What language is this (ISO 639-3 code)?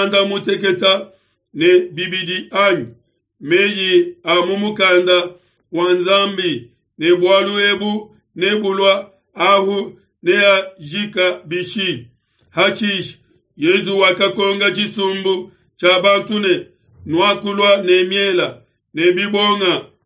lua